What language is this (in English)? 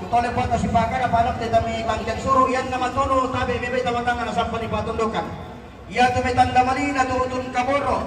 Toraja-Sa'dan